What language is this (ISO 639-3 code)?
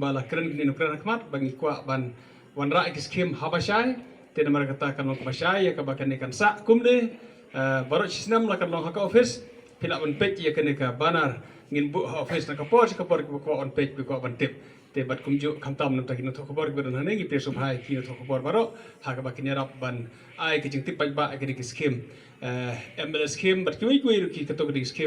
kha